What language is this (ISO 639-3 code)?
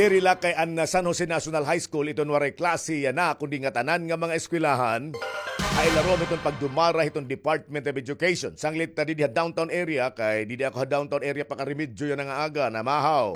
war